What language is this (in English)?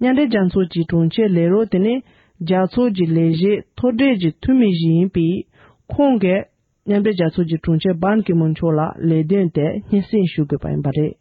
Tibetan